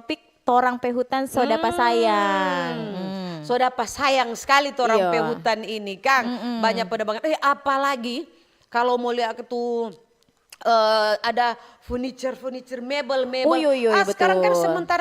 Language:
Manado Malay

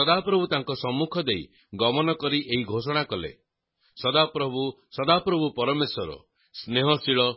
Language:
Odia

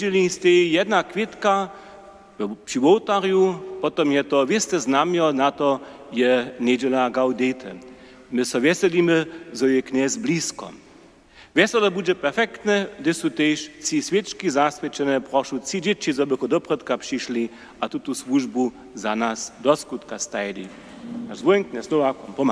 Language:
Upper Sorbian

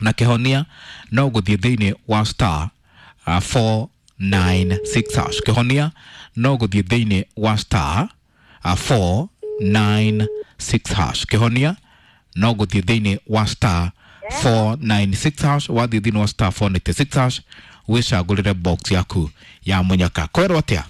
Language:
Kikuyu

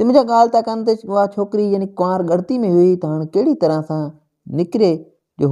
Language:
Sindhi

